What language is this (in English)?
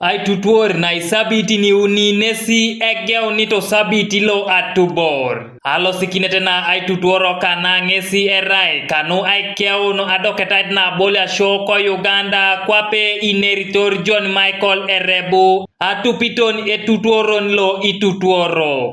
Teso